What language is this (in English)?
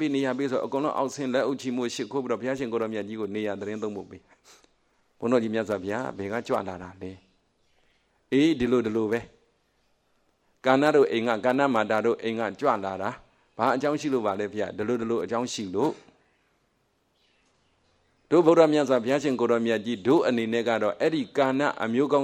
Burmese